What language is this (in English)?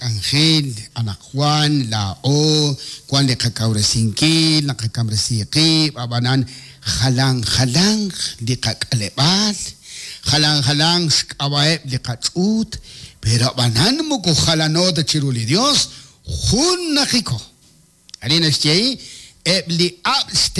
Kekchí